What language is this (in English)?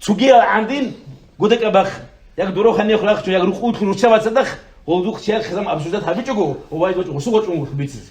Avaric